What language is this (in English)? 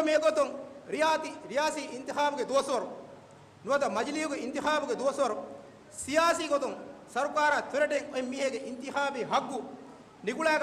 Divehi